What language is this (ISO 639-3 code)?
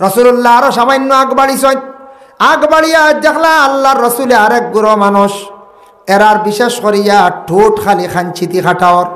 syl